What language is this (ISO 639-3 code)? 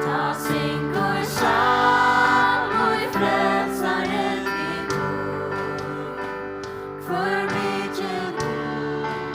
fao